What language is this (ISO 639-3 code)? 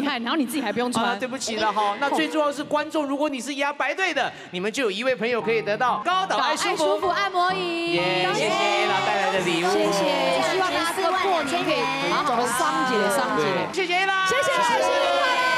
zho